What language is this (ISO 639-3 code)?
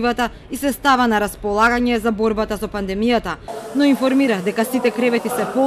mkd